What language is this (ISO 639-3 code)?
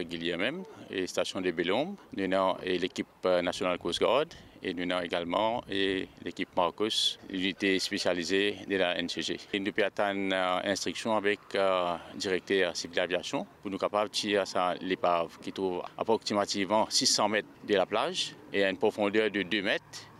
mfe